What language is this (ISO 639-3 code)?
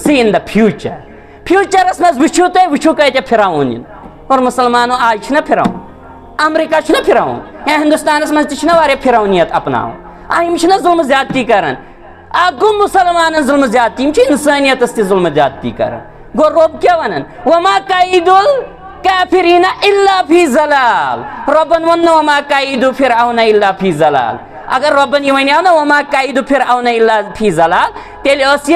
kas